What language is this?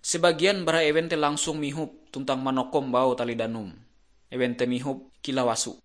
Ngaju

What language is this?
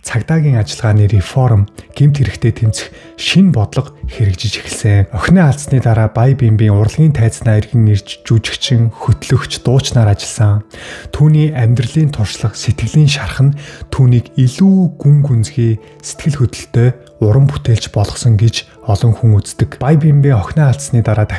Mongolian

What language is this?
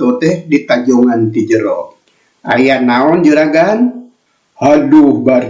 Sundanese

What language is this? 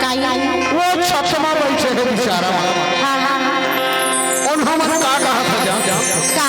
Chhattisgarhi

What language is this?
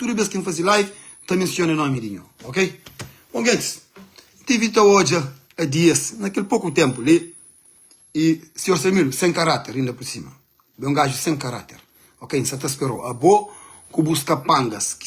Kabuverdianu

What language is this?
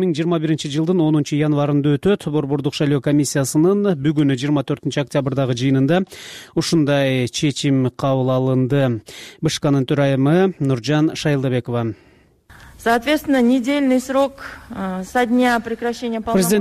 Kyrgyz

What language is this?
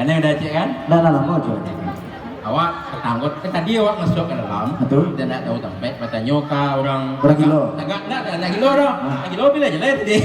Minangkabau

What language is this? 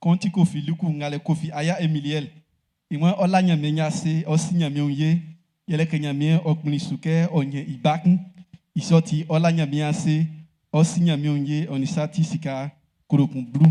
Baoulé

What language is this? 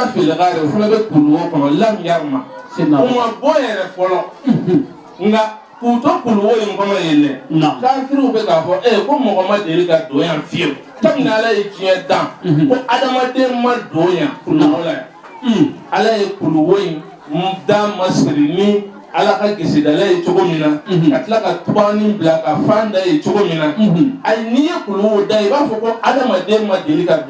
Bambara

